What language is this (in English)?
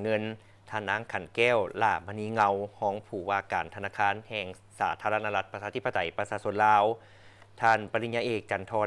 Lao